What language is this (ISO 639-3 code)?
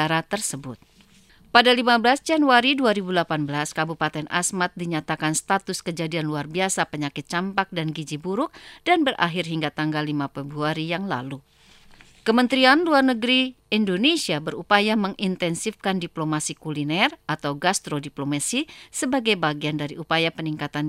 ind